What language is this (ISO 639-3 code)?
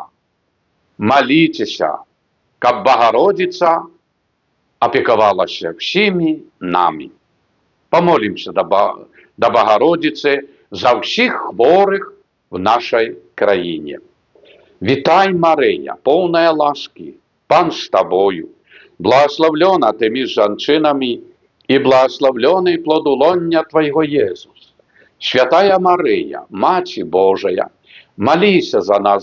bel